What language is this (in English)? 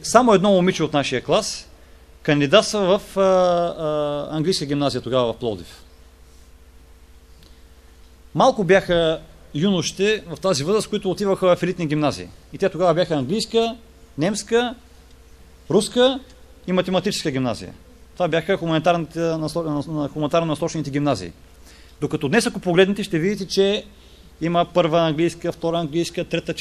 Bulgarian